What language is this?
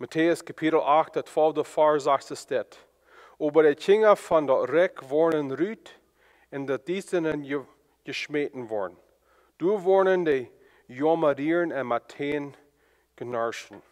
Plautdietsch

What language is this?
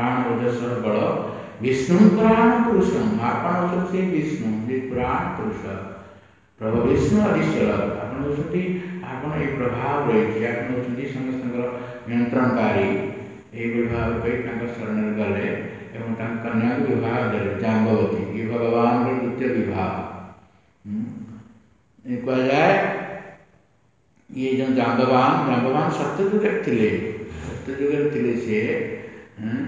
Odia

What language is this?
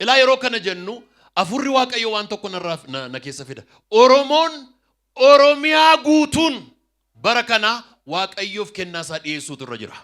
Oromo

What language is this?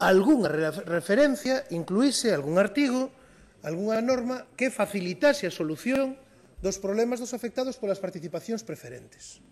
Galician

